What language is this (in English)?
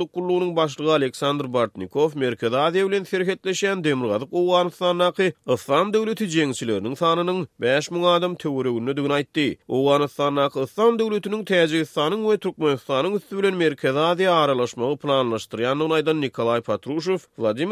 Turkmen